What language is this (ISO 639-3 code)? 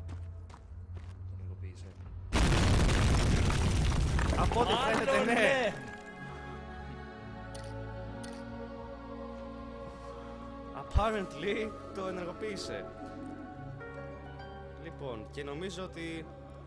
ell